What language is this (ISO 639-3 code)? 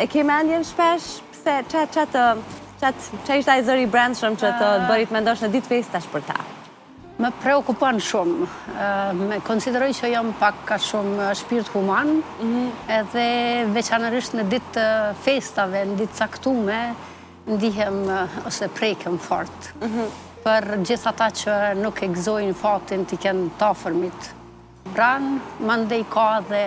sqi